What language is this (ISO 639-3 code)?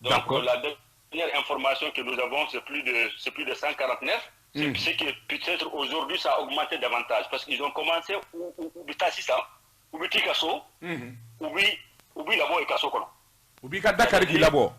bam